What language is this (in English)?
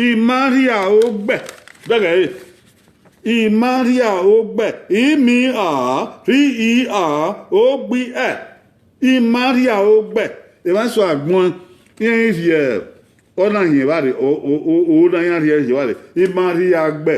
Bini